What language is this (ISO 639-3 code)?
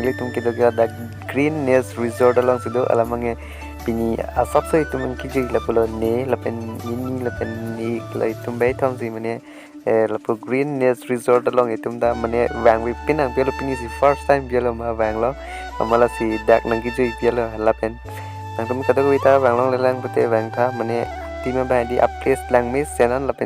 mjw